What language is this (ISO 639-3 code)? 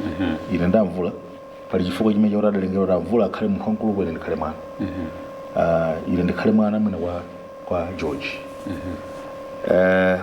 nya